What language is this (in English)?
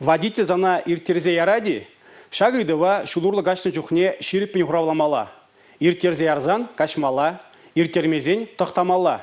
Chuvash